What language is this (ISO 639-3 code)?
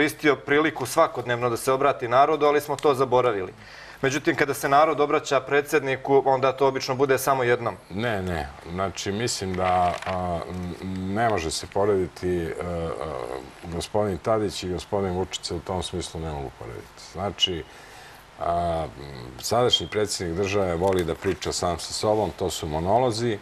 srp